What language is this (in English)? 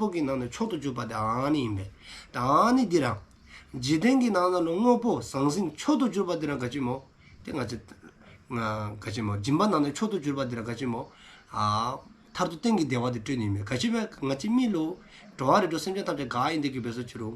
Dzongkha